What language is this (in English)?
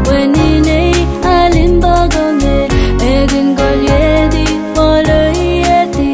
Pohnpeian